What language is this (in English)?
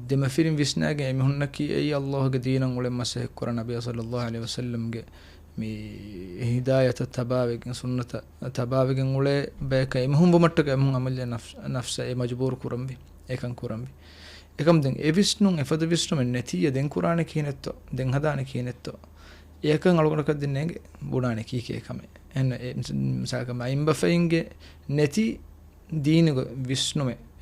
Divehi